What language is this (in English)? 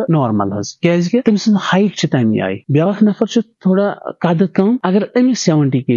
Kashmiri